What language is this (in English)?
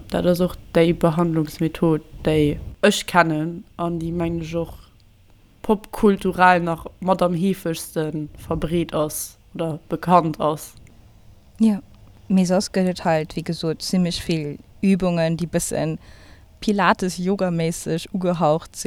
Luxembourgish